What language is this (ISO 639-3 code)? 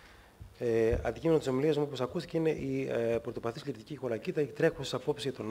ell